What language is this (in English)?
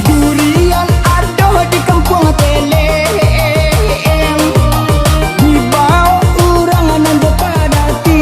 Minangkabau